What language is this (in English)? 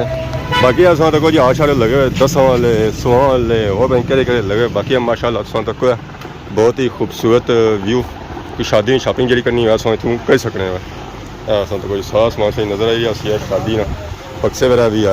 Pahari-Potwari